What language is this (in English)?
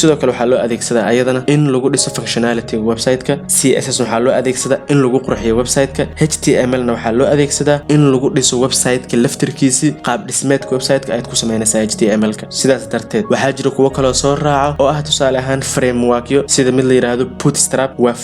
Somali